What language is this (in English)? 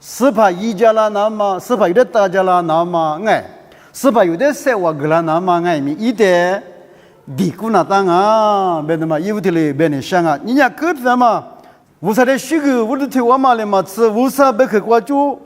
Lisu